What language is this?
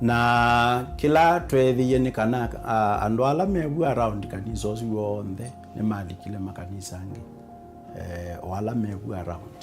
Kamba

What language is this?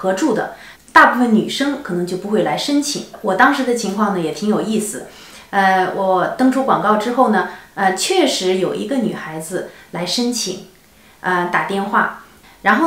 Chinese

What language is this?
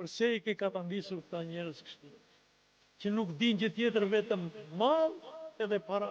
Albanian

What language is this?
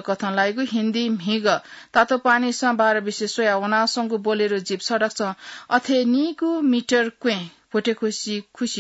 Newari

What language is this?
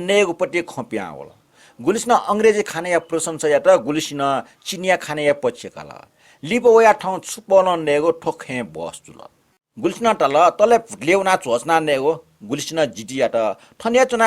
Newari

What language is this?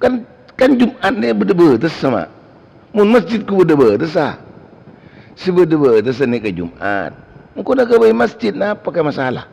Madurese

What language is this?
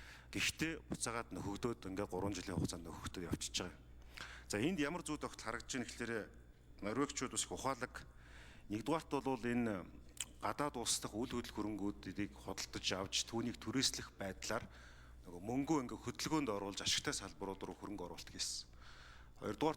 Mongolian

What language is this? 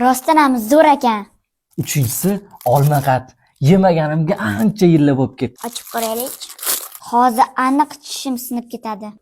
Uzbek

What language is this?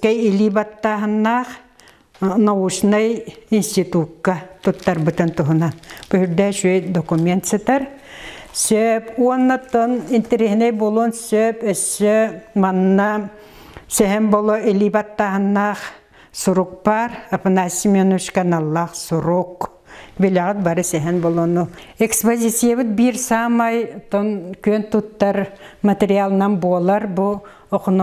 Yakut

